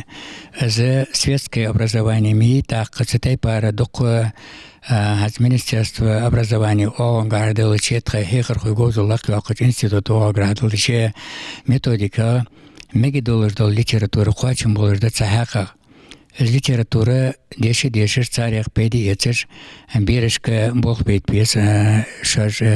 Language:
Ingush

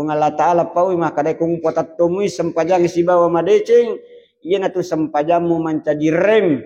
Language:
Buginese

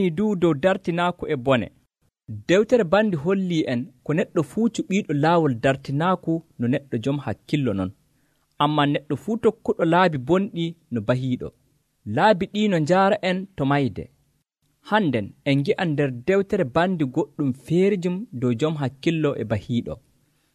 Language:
Nigerian Fulfulde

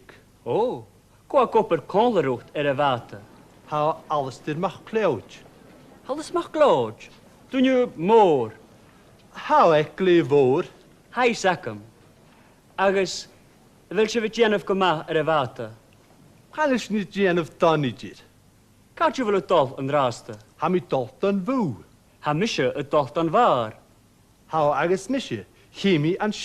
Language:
Scottish Gaelic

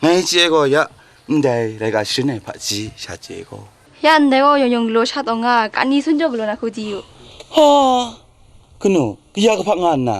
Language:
Kachin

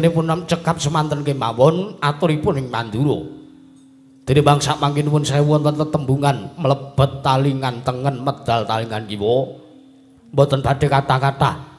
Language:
Javanese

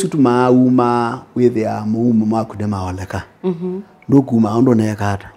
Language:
Kamba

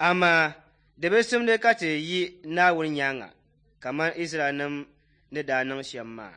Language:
Dagbani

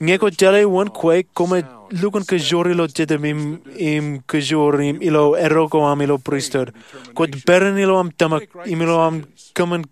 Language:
Marshallese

